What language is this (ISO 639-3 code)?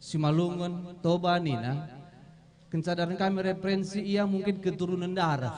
btx